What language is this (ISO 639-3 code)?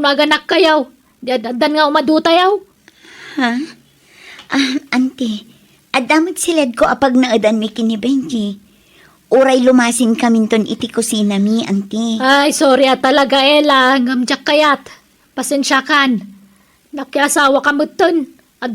ilo